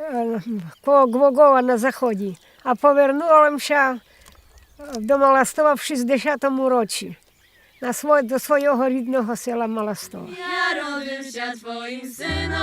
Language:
Rusyn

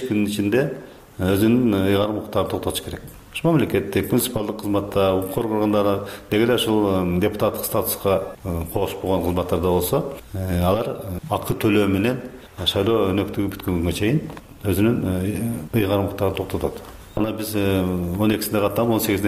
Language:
Kyrgyz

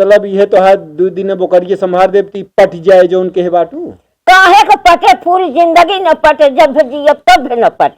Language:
Awadhi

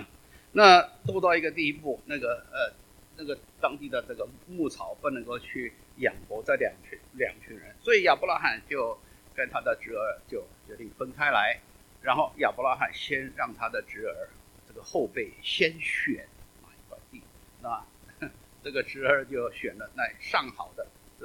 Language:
Chinese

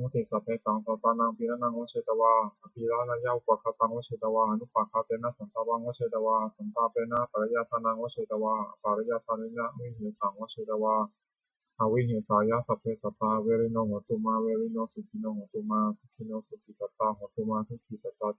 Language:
Pali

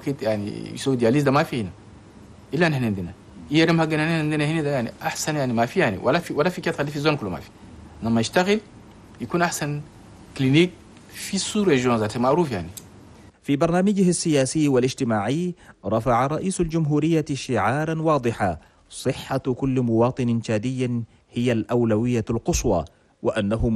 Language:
Chadian Arabic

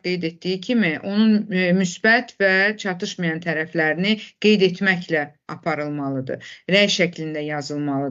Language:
Azerbaijani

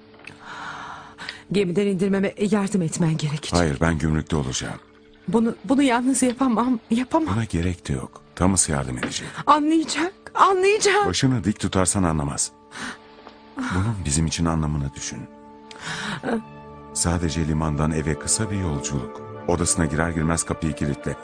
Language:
Turkish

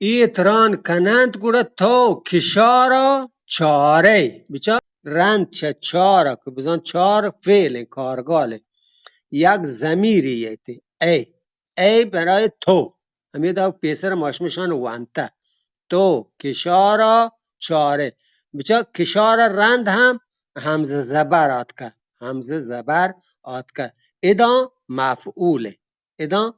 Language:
Eastern Balochi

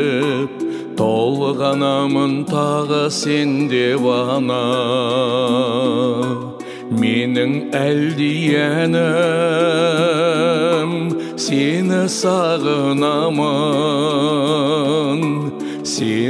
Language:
Kazakh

